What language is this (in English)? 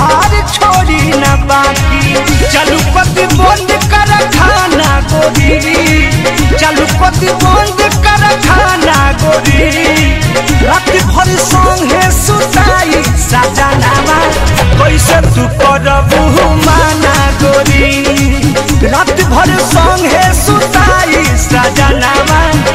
Bhojpuri